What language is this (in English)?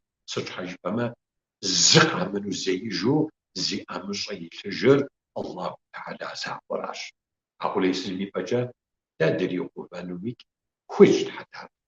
Kabardian